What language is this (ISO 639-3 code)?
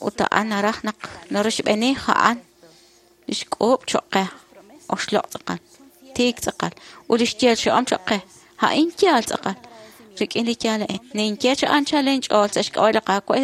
kek